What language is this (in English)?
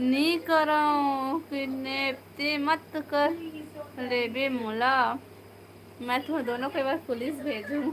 Chhattisgarhi